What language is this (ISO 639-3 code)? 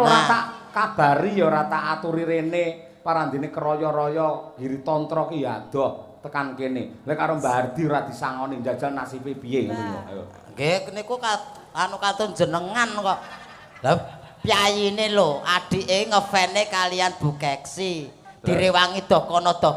jav